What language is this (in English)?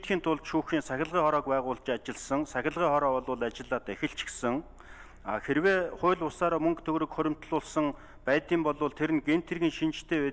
Mongolian